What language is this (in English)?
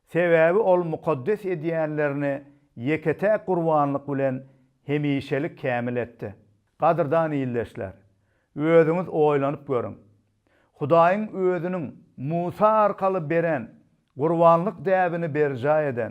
Turkmen